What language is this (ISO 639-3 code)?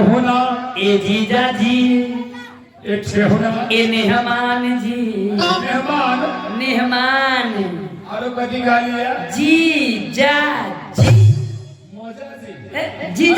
mai